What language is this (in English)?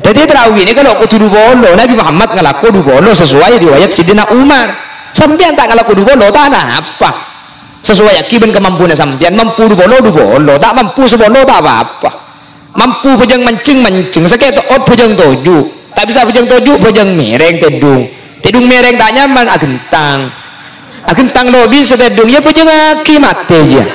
Madurese